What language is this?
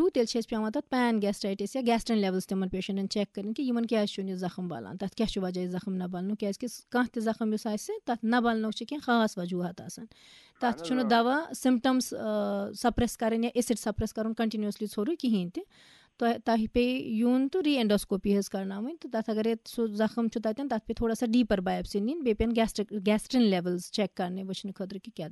Kashmiri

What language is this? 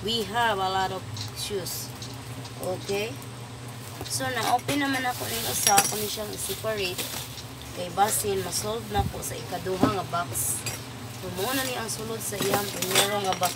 Cebuano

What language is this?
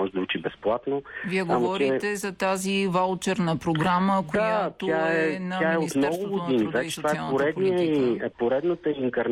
Bulgarian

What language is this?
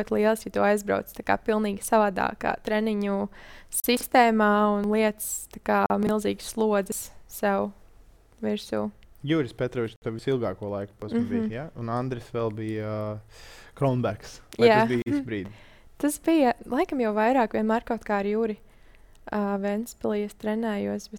Latvian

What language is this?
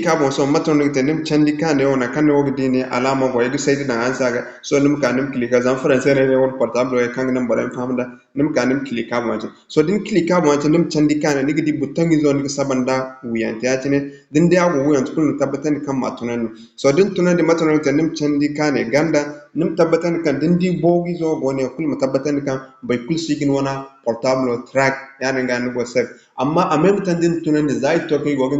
Zarma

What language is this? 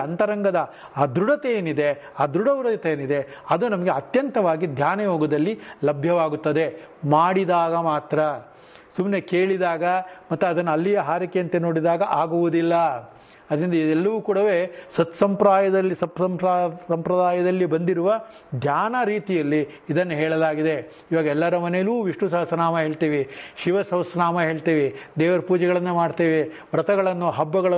Kannada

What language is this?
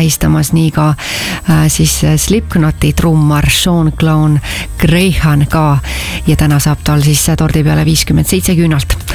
Estonian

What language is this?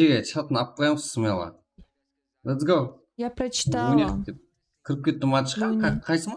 Kara-Kalpak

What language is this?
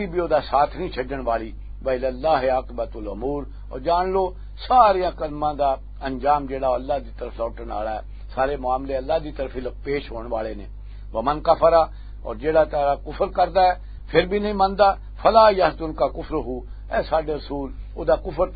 Western Panjabi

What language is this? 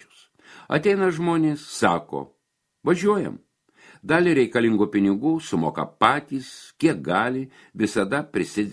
Lithuanian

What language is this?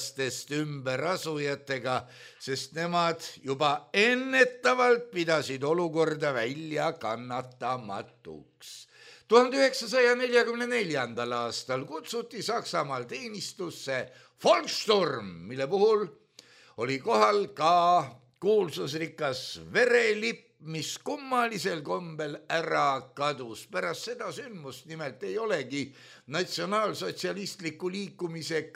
Estonian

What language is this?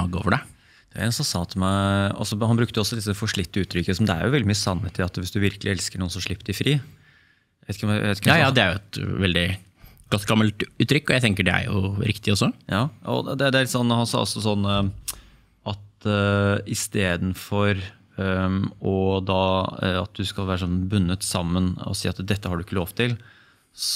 Norwegian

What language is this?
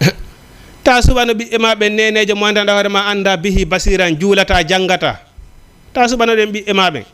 Fula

